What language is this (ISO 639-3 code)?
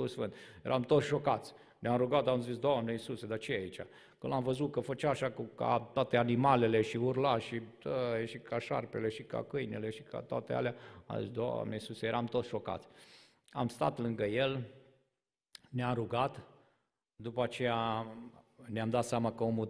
ron